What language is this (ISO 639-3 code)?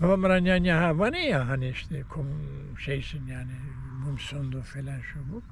zza